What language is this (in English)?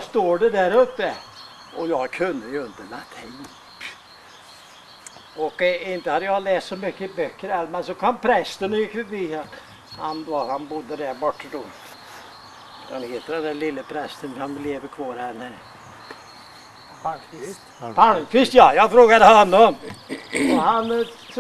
Swedish